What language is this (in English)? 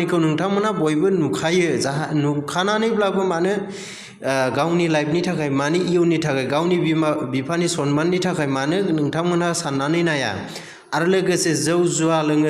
Bodo